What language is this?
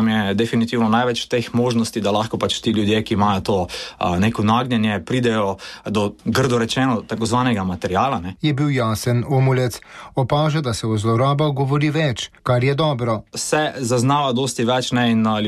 Slovenian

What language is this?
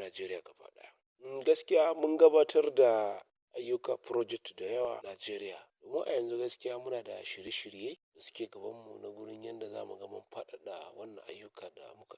Hausa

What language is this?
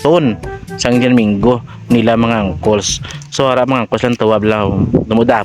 Hiligaynon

